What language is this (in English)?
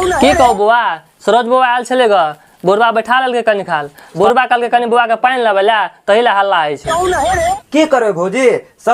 Maithili